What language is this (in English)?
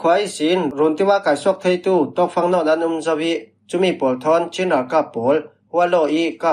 Falam Chin